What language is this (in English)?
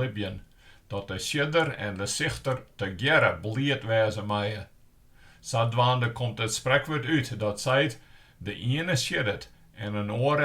Western Frisian